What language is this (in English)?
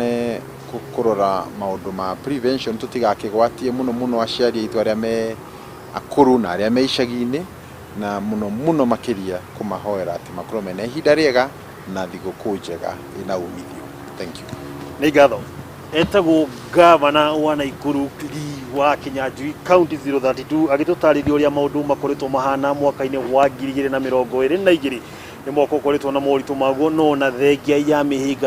Kikuyu